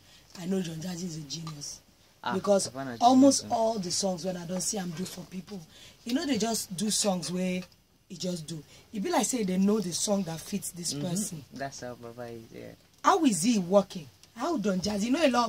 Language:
Nigerian Pidgin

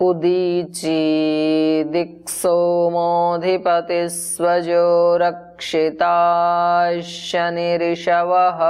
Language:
Sanskrit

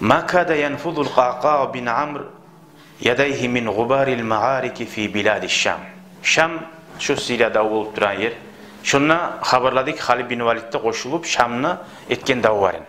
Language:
Kumyk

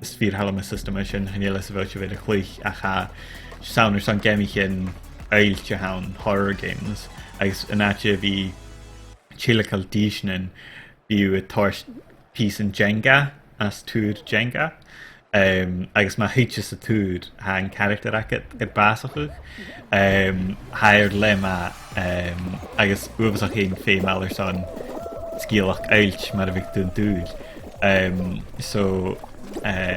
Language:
Scottish Gaelic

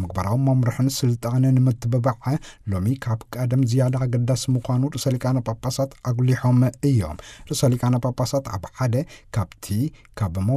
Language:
Tigrinya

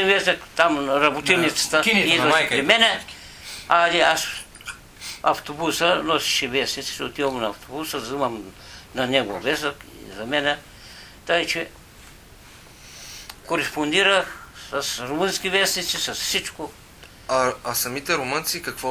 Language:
Bulgarian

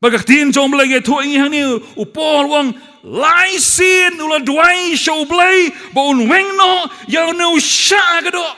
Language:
Khasi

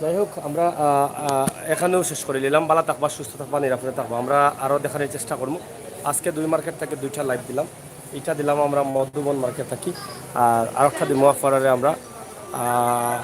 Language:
Sylheti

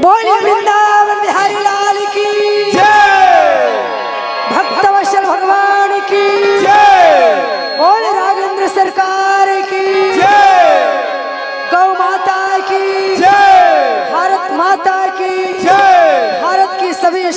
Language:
Chhattisgarhi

